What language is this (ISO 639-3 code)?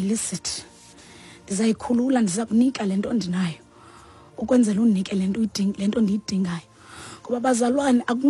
xho